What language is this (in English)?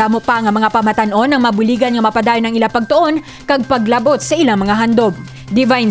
Hiligaynon